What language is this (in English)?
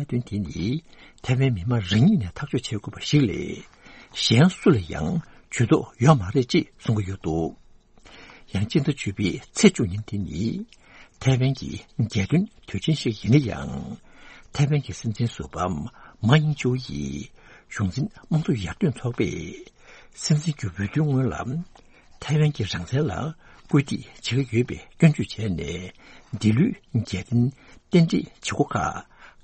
Tibetan